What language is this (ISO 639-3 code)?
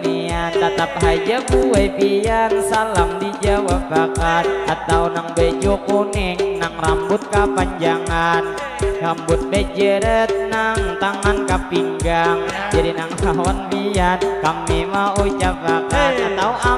bjn